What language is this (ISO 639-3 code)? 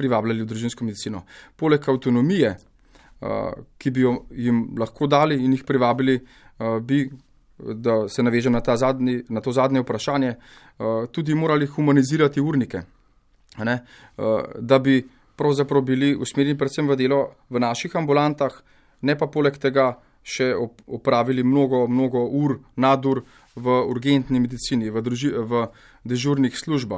slv